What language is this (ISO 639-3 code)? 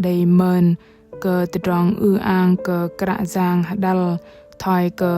bdq